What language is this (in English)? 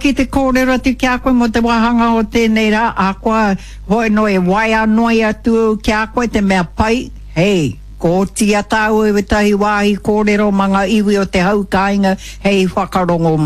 Māori